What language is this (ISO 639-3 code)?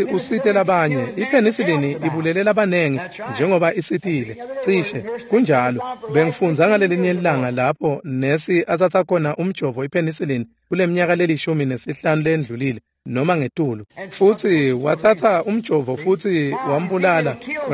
ssw